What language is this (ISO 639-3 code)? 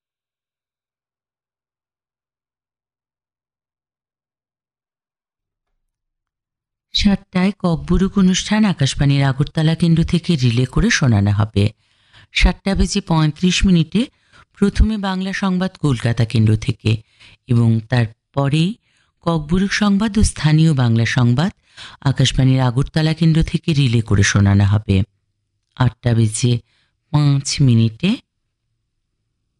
ben